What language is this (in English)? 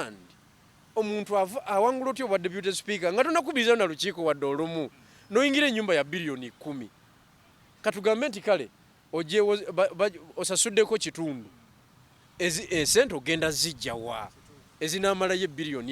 Ganda